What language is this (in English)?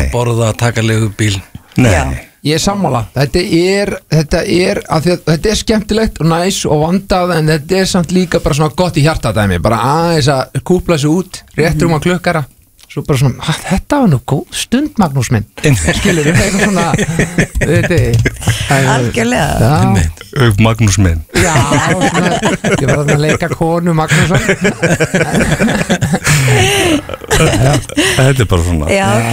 Icelandic